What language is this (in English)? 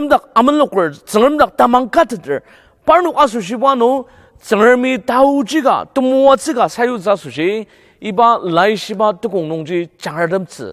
Ao Naga